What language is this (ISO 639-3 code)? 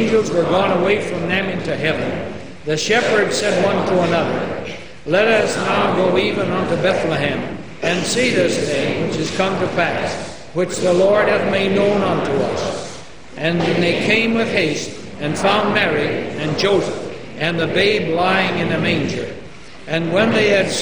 eng